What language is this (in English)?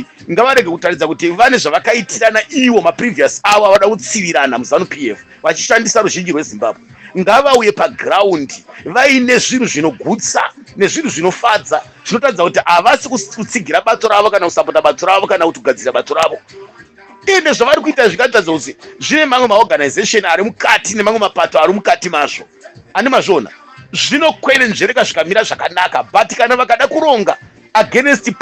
Shona